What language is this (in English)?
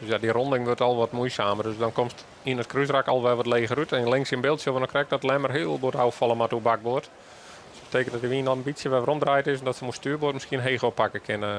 Western Frisian